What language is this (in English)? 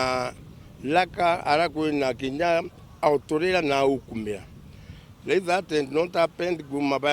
Meru